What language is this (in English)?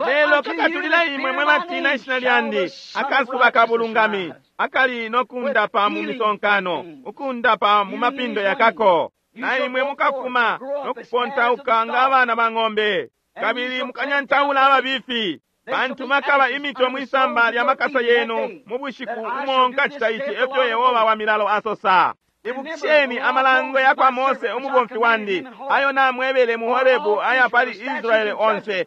Bemba